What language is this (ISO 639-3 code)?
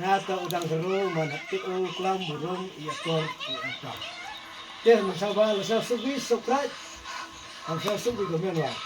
kha